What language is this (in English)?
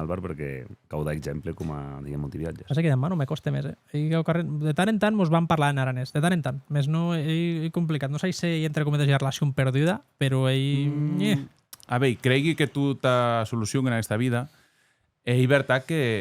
Occitan